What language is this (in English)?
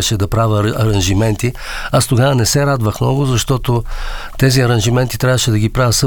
Bulgarian